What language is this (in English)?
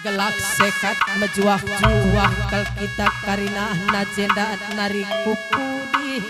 Batak Karo